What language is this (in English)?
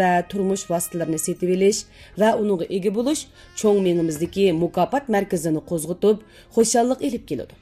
Uyghur